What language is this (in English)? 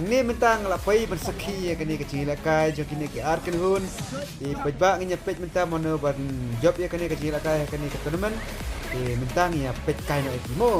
Khasi